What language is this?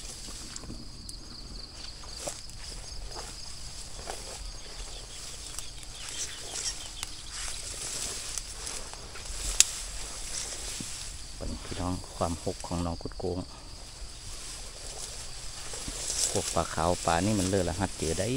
Thai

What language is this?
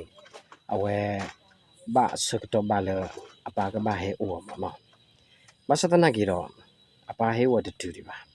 S'gaw Karen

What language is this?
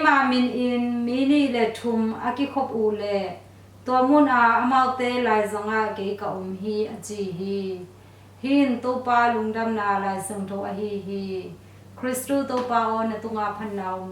Tedim Chin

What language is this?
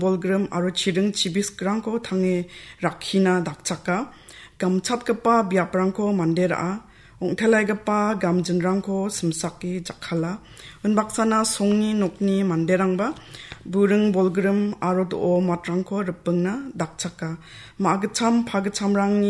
Garo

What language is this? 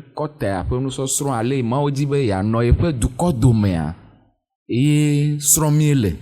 Ewe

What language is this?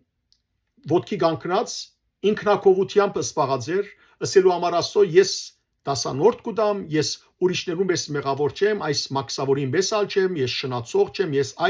Western Armenian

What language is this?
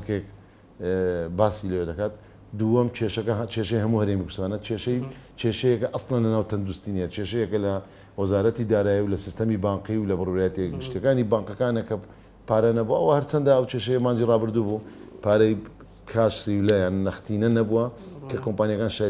Central Kurdish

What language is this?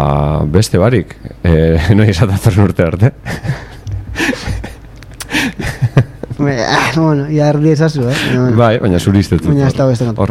Basque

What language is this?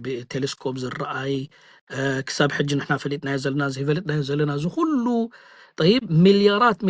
Tigrinya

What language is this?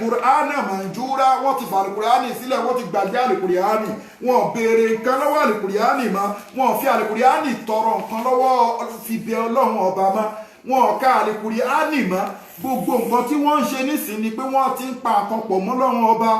Yoruba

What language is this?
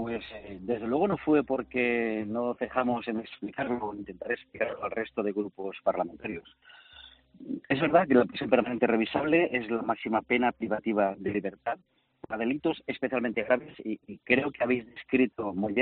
Spanish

